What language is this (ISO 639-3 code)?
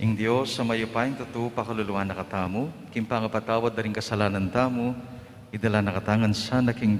pam